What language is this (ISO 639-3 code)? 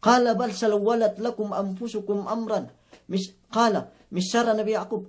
yka